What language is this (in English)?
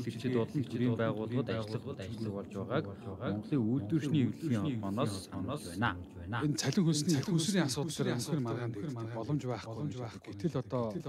Mongolian